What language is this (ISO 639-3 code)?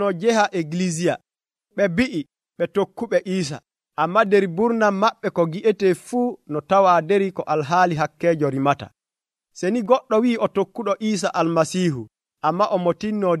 fuv